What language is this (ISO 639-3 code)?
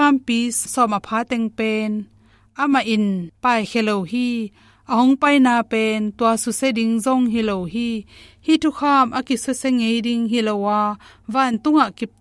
ctd